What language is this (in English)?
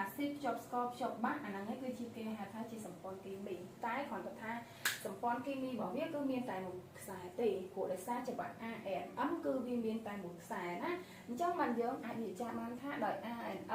Khmer